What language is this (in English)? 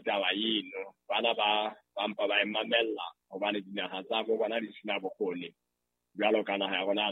Southern Sotho